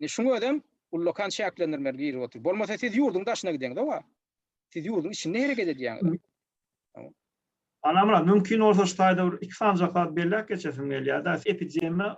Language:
Turkmen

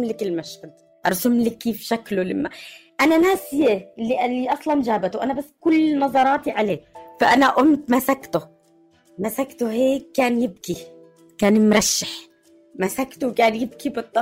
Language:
North Levantine Arabic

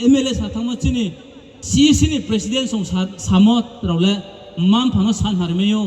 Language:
Riang (India)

